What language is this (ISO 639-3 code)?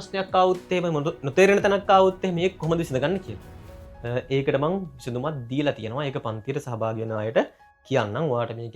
sin